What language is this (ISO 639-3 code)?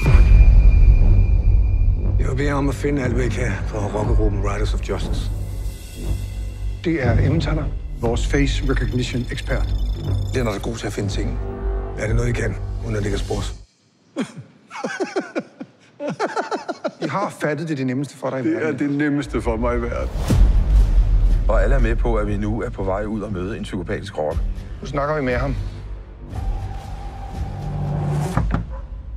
dan